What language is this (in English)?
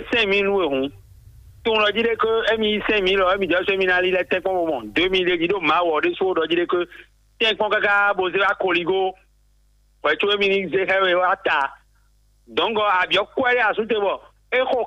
Fon